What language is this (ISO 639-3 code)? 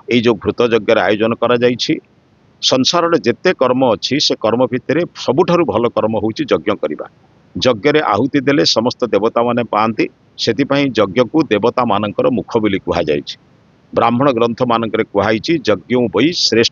ori